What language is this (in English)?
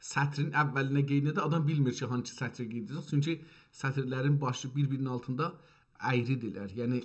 South Azerbaijani